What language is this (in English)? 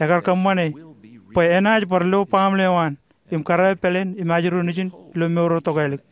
Marshallese